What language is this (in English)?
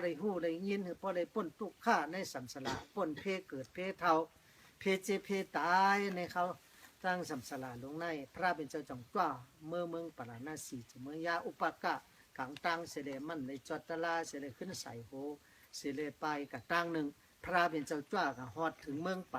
Shan